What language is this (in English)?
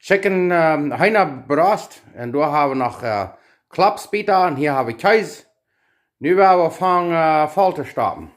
Plautdietsch